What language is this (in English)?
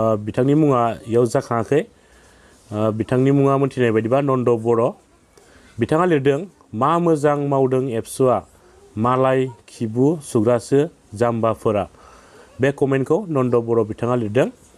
Bodo